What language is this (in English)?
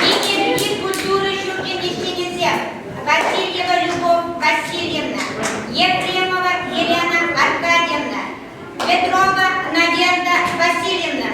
Chuvash